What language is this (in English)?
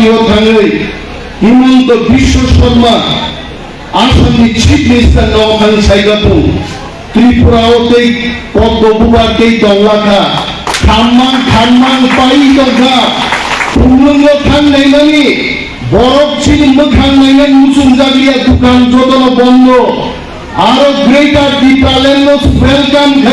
Kok Borok